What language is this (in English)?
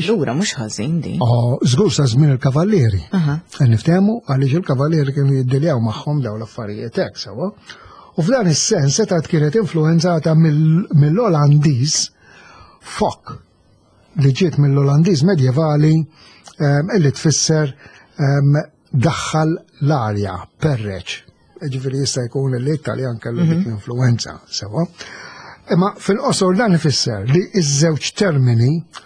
Maltese